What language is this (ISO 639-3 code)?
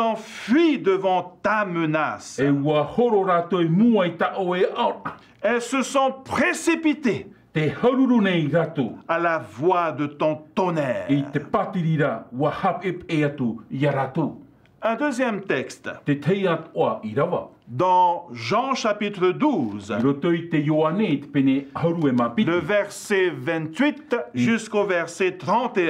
tah